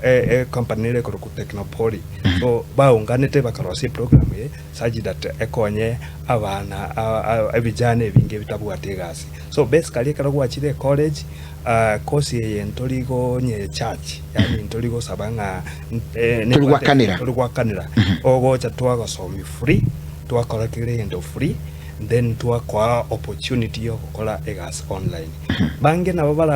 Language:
Gusii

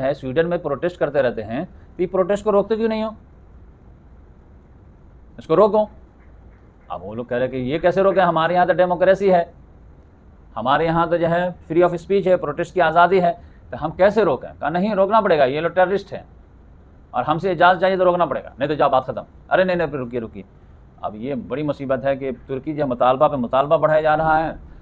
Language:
Hindi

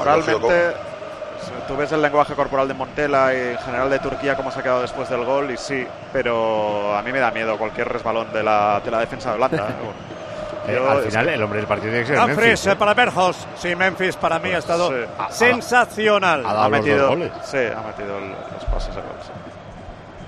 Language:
Spanish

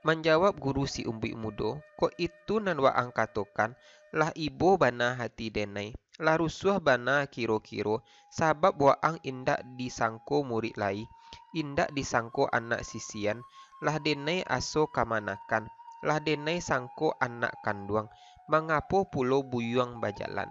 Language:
Minangkabau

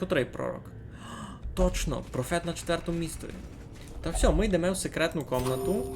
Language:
Rusyn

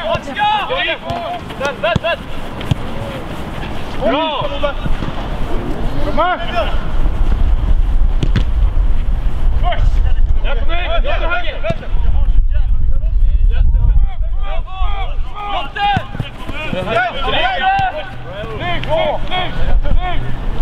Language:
Swedish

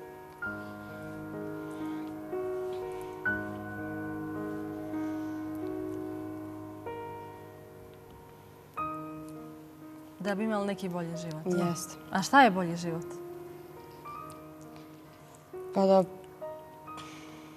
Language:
Bosnian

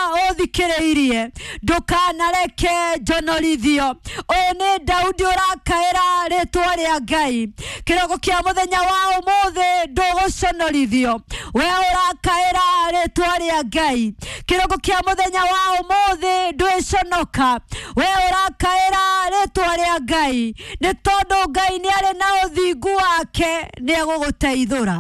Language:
Kikuyu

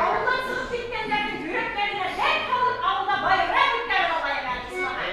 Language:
Bashkir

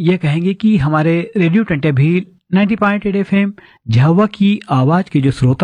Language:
Hindi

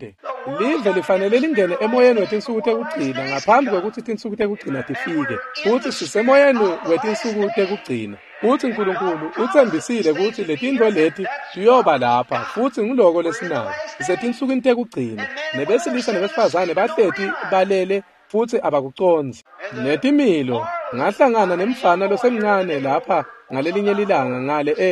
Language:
Swati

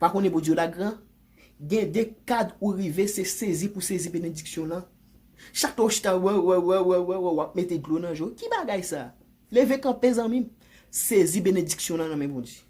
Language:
Haitian Creole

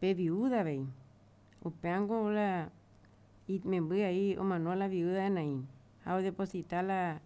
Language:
Guarani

